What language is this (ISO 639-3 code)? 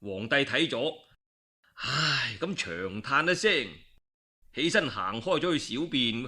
yue